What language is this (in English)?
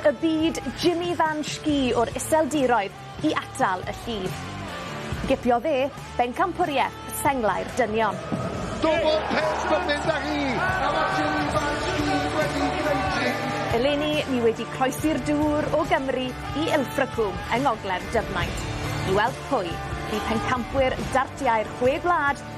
Welsh